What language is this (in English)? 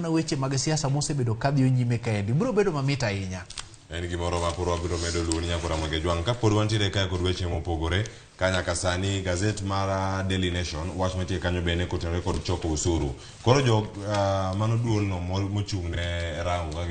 Luo (Kenya and Tanzania)